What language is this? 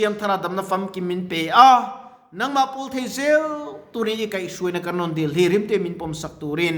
Mizo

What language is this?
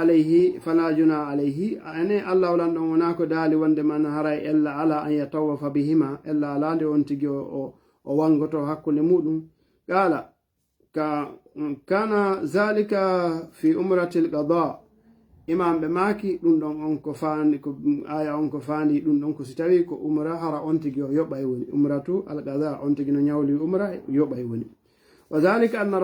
Fula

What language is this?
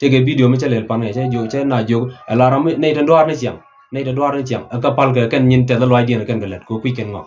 Nuer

